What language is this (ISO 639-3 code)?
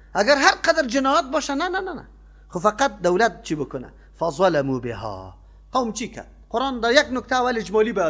fas